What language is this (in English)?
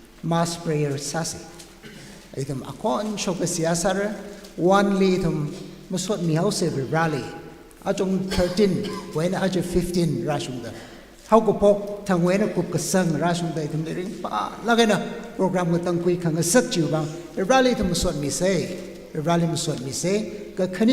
Tangkhul Naga (India)